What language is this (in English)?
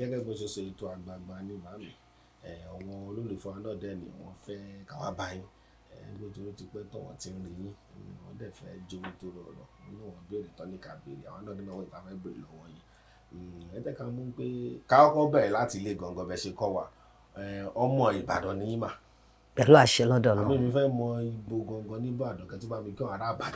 Yoruba